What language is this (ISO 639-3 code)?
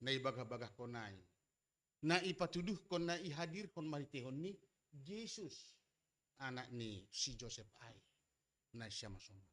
bts